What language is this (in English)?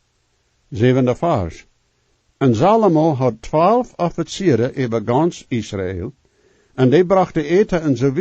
Plautdietsch